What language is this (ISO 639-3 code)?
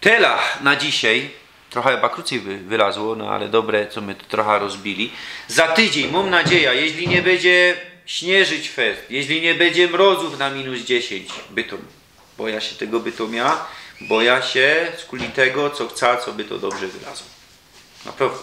szl